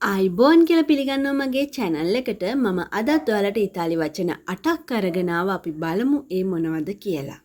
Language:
Sinhala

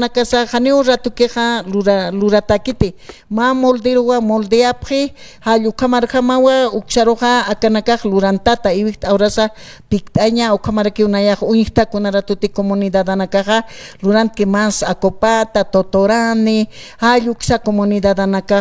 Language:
Aymara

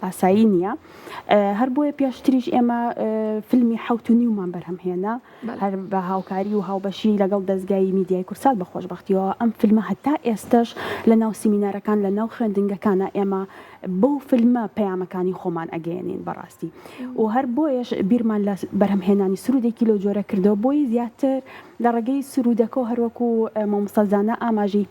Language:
Central Kurdish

